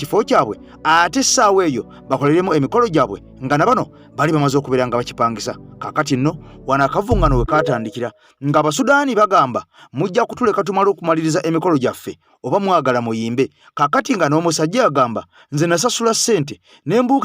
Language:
Ganda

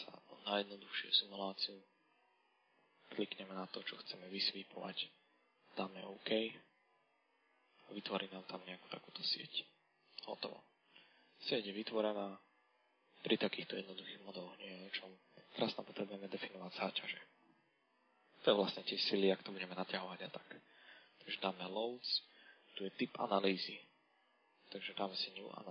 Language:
Slovak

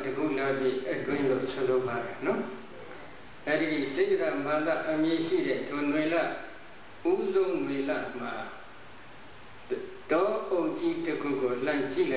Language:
Burmese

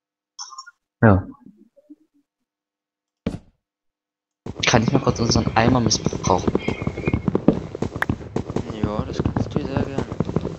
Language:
German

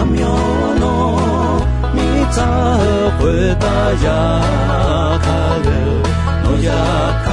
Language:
Akha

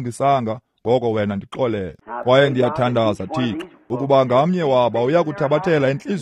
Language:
Xhosa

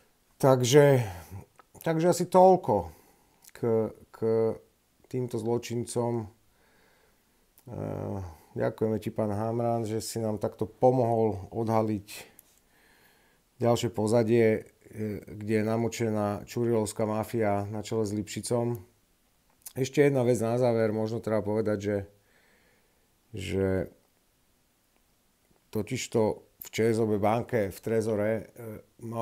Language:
Slovak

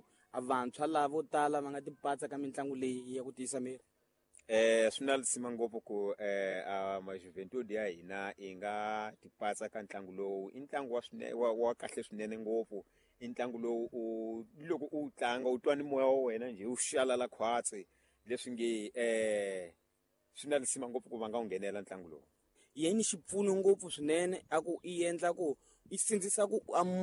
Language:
Tsonga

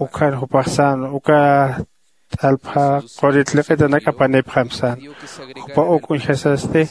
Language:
Aymara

